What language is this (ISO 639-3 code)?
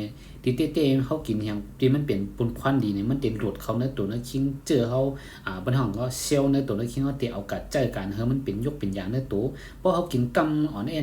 shn